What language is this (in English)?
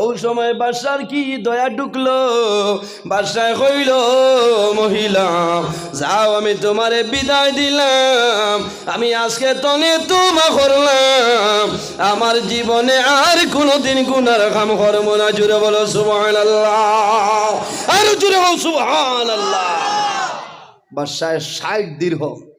Sylheti